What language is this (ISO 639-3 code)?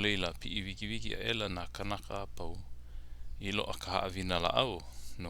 haw